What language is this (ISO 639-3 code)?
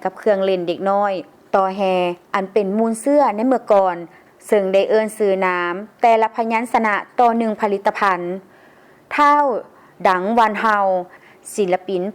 lao